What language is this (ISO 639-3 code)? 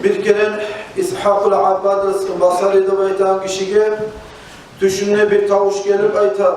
kum